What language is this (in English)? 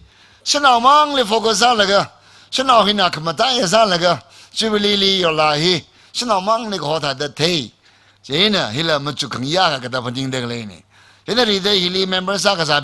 Tangkhul Naga (India)